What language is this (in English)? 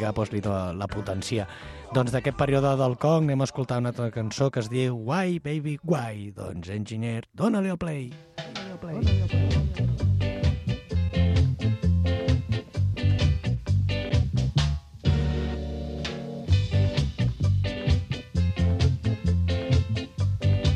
Catalan